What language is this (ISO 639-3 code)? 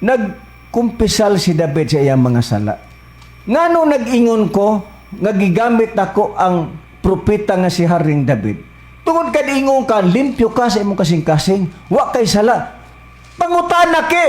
ceb